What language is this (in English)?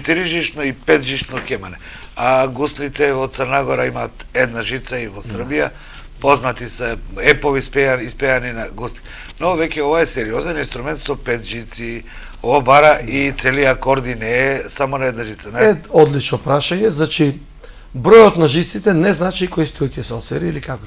Macedonian